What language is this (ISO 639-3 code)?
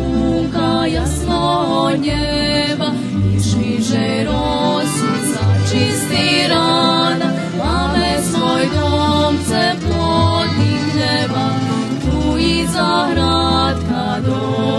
rue